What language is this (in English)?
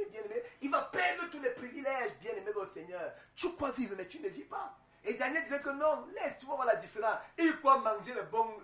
French